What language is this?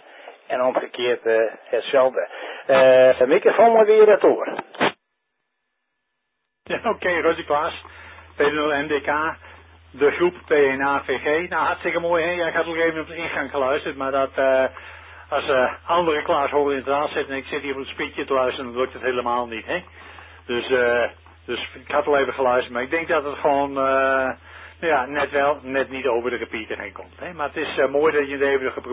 Dutch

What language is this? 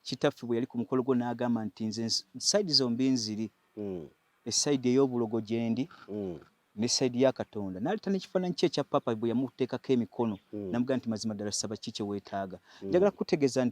Ganda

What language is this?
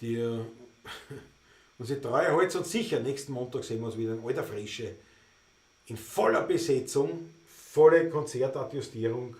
Bavarian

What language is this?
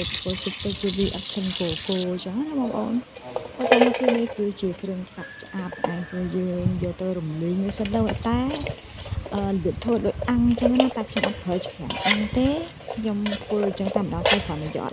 Khmer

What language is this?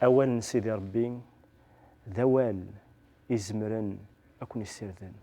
Kabyle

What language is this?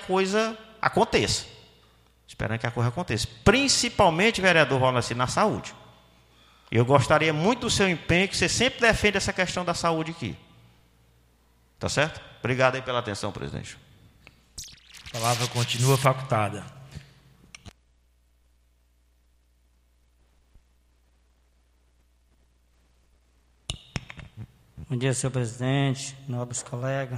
Portuguese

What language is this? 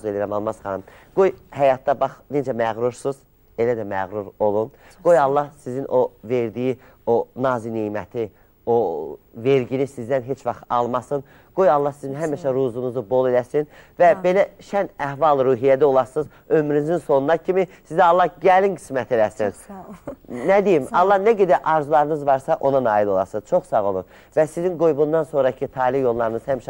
Azerbaijani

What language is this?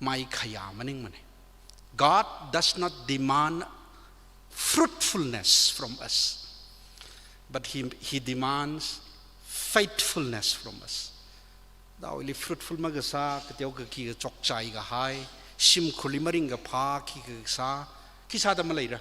Tangkhul Naga (India)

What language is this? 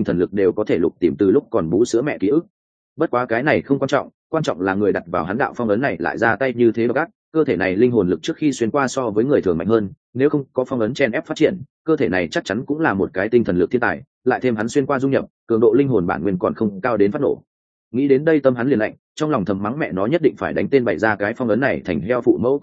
Vietnamese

